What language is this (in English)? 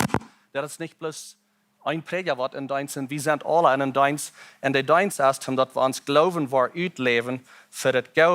Plautdietsch